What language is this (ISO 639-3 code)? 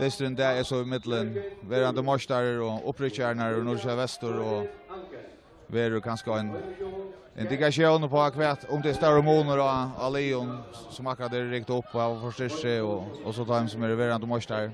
fao